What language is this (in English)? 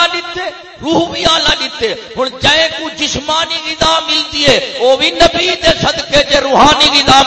Saraiki